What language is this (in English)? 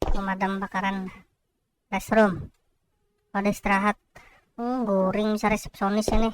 Banjar